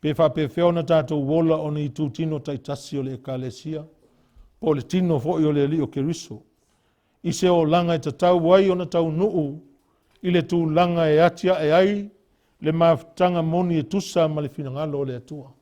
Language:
Samoan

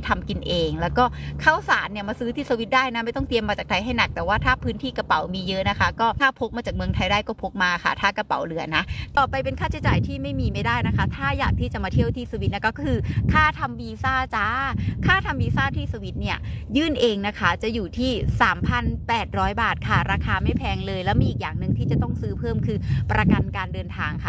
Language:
Thai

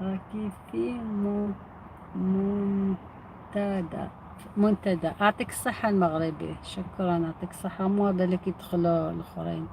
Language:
Algerian Arabic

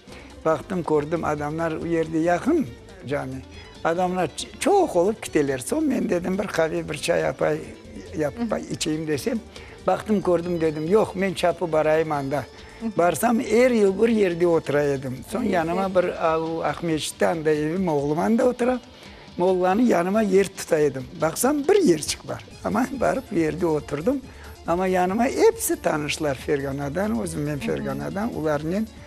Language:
Crimean Tatar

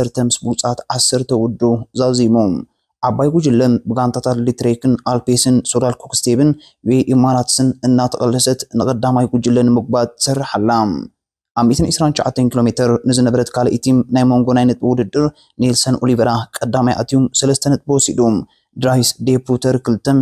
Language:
Tigrinya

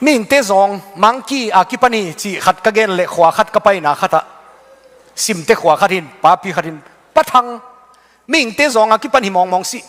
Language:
Tedim Chin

